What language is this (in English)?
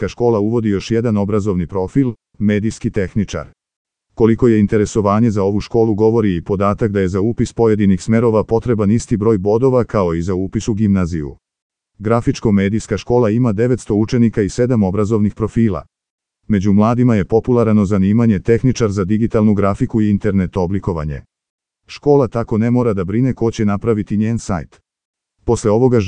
Serbian